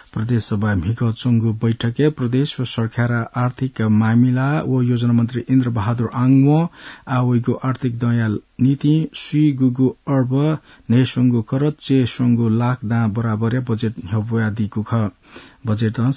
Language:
Newari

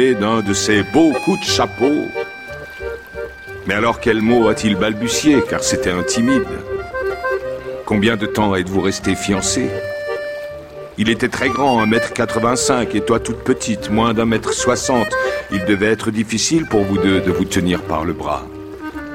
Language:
French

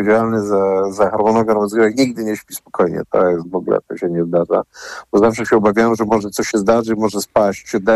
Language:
Polish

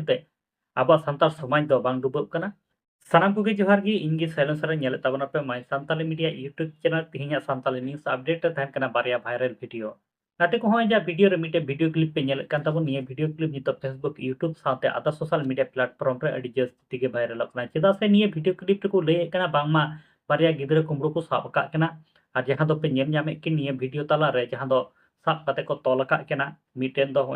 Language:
Santali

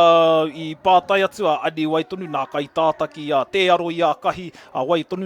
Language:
Māori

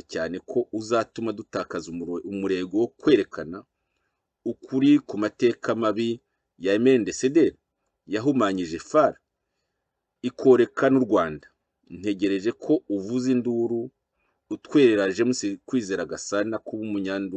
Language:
Kinyarwanda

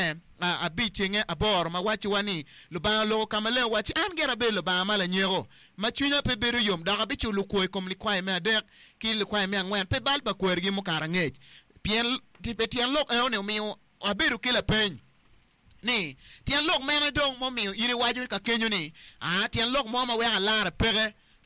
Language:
Acoli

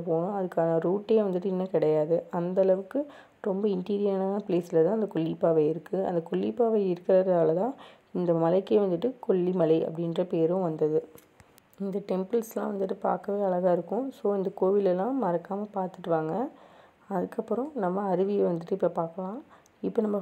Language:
Tamil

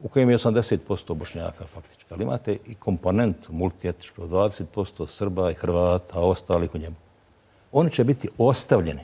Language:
Bosnian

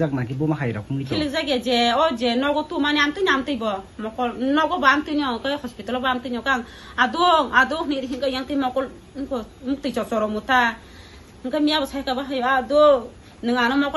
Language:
Kok Borok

